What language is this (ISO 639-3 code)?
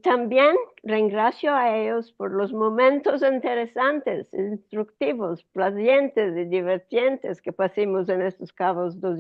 lad